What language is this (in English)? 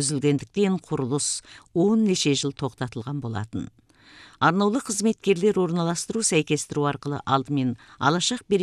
Kazakh